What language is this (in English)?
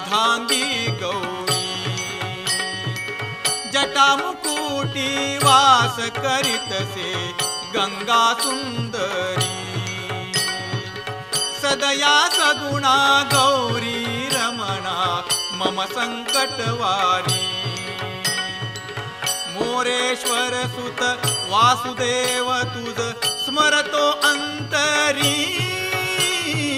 Marathi